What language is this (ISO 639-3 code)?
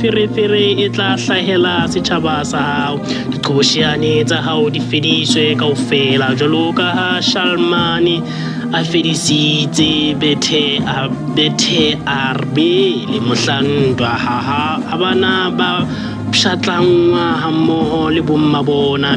sot